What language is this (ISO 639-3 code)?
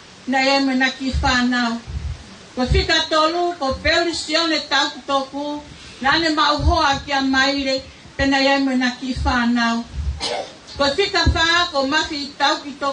ton